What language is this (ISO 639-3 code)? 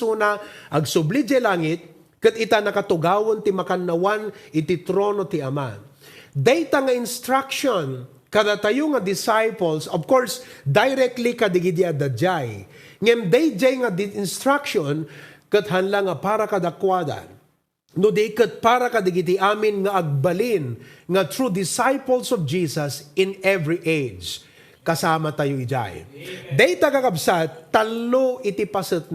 ilo